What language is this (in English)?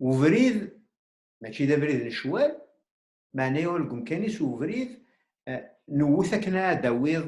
Kabyle